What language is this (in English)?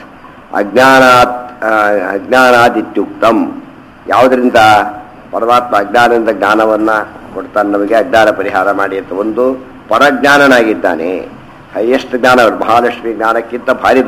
Kannada